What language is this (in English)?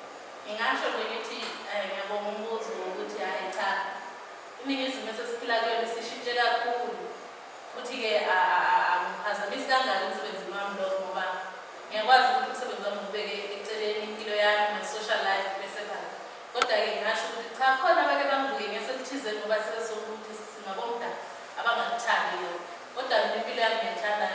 Zulu